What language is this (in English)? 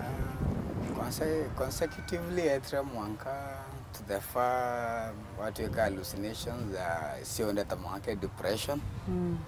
Meru